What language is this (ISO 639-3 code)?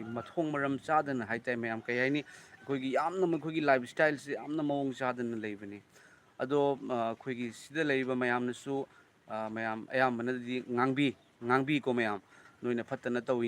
mni